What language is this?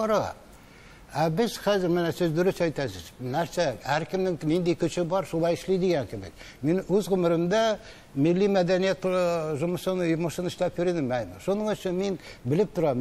Tatar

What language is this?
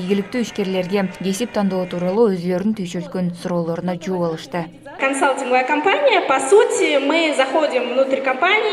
Kyrgyz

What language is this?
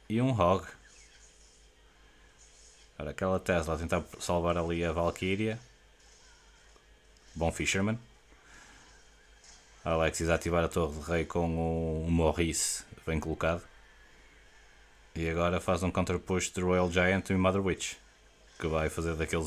Portuguese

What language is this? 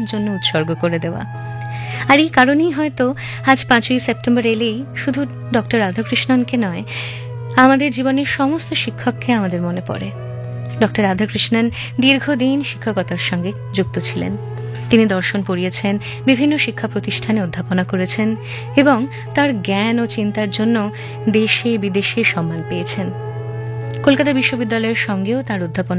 Bangla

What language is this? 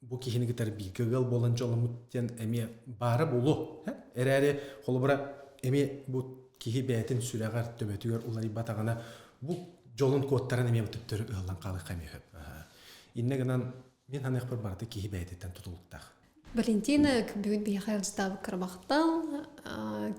Yakut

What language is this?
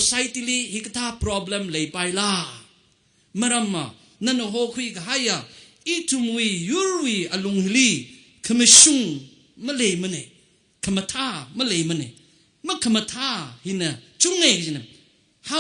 Tangkhul Naga (India)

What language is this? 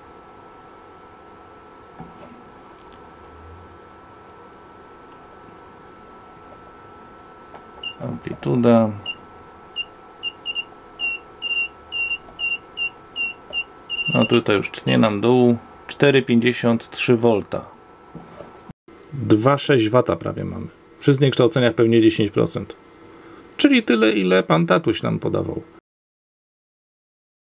Polish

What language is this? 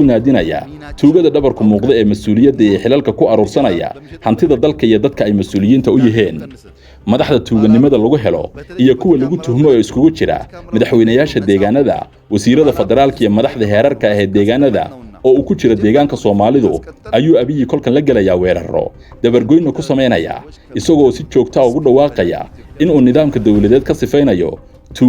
Somali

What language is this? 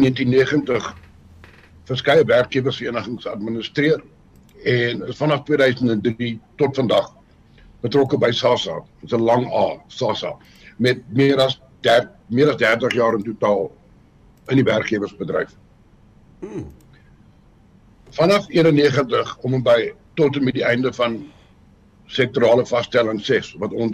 Afrikaans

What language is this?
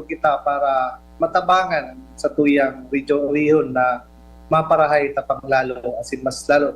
Bikol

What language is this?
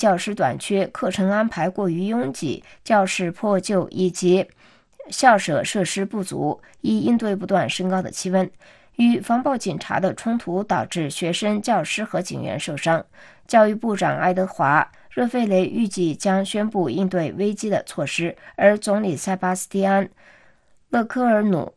Chinese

